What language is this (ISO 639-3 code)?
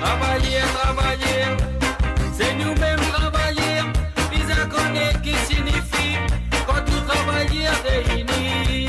mfe